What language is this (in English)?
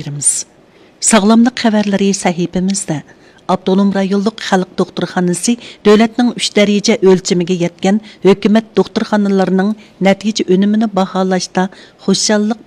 Uyghur